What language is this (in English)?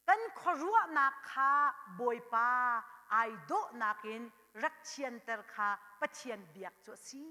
Hakha Chin